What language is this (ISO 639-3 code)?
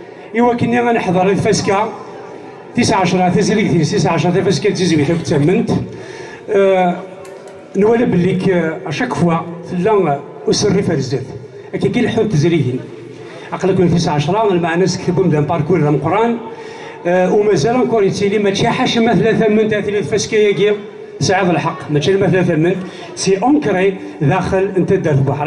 kab